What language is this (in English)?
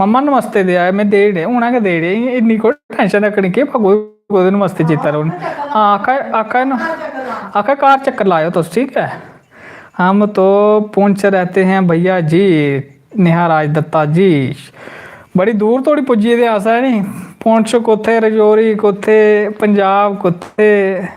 Dogri